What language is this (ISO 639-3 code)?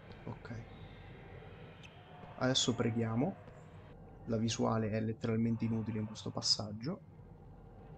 ita